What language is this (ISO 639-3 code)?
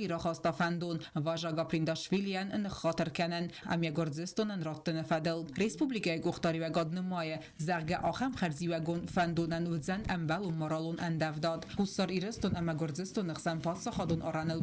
oss